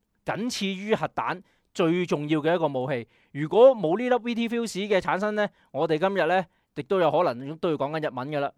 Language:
Cantonese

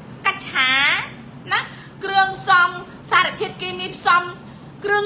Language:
Khmer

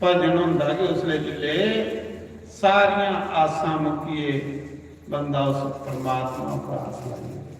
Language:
Dogri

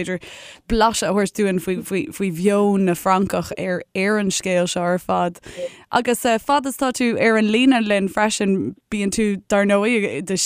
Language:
Irish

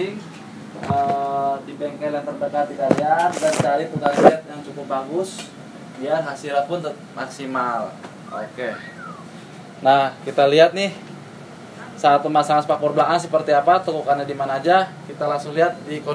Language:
Indonesian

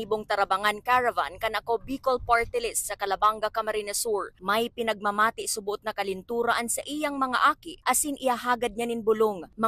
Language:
Bikol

